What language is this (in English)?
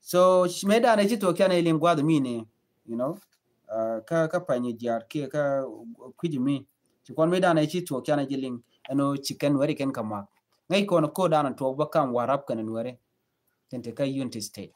Nuer